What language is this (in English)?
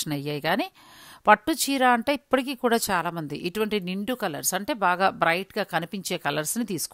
Telugu